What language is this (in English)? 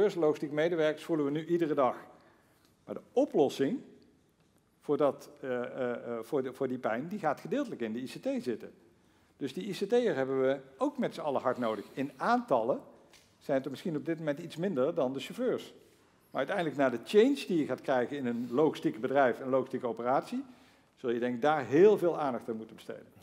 Dutch